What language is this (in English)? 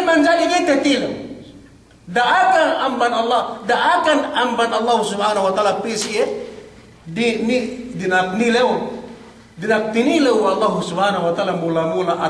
Yakan